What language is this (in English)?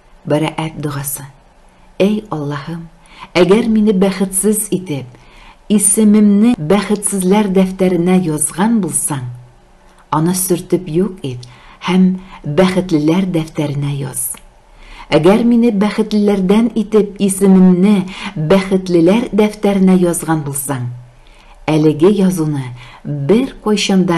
Tatar